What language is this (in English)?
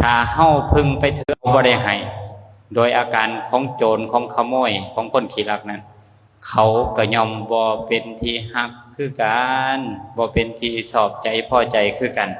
Lao